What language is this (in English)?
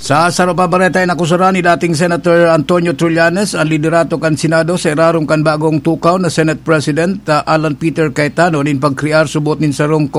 Bikol